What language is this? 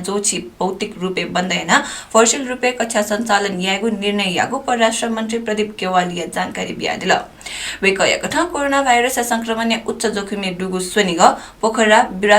Newari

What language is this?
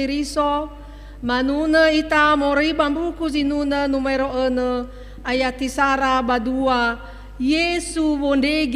Nias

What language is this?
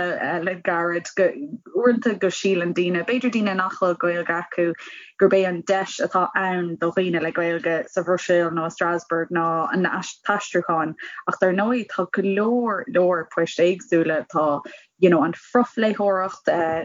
Irish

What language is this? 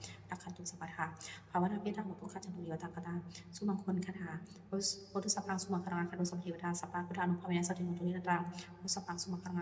Pali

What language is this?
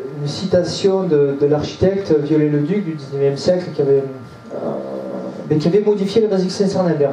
French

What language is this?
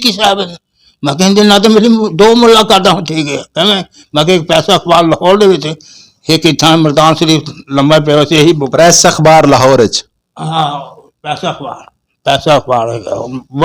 Western Panjabi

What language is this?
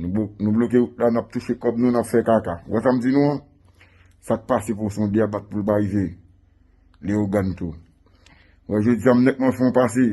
Haitian Creole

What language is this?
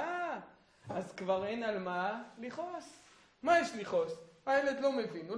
Hebrew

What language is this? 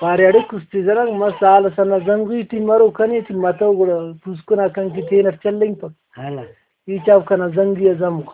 Brahui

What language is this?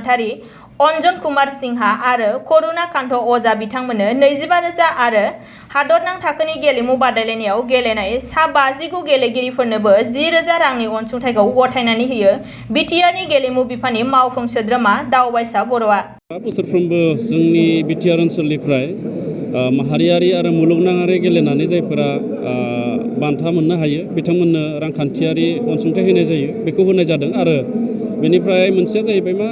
Bodo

